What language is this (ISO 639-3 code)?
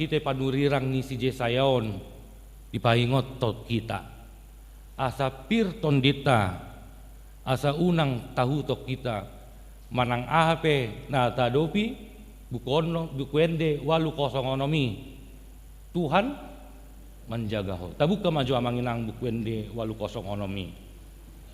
bbc